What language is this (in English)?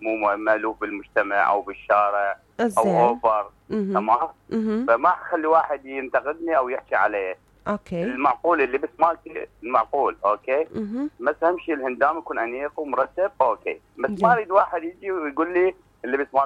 Mesopotamian Arabic